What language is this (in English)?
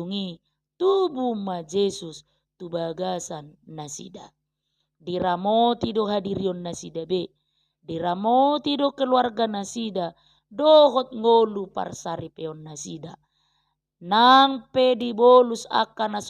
Batak Toba